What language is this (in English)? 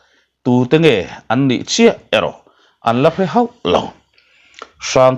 Mizo